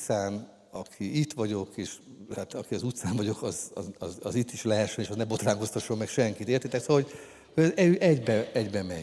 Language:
Hungarian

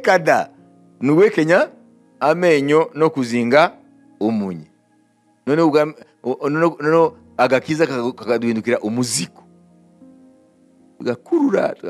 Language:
Kinyarwanda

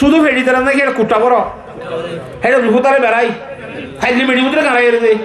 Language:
Rohingya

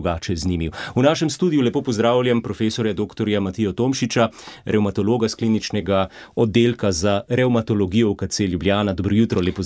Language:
Slovenian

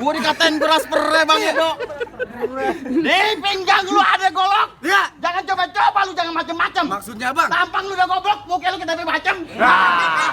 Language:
Betawi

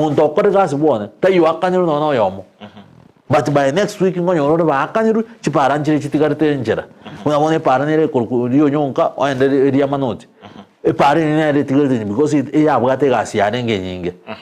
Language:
Gusii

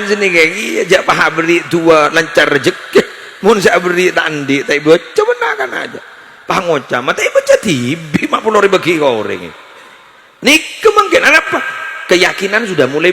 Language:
Madurese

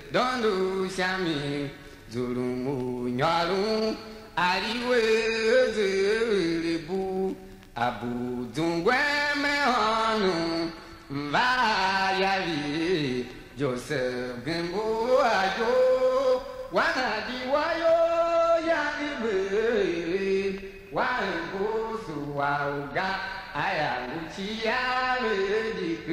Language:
Tiv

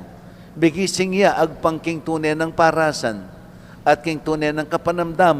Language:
Pampanga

